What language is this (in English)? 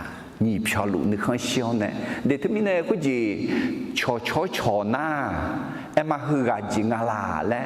Akha